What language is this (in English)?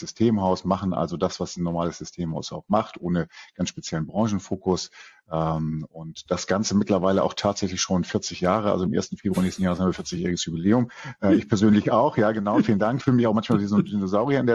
German